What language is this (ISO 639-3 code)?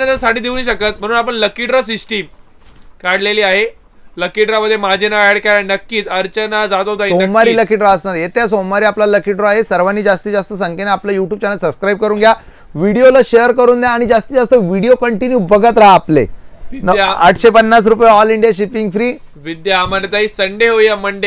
mar